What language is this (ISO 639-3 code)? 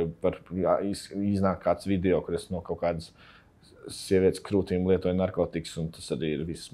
lav